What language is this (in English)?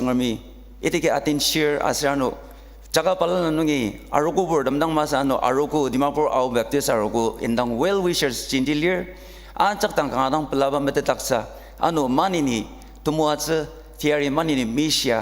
Ao Naga